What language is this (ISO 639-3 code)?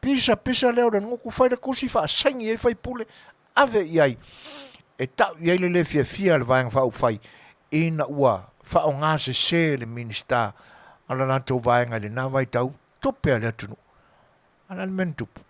smo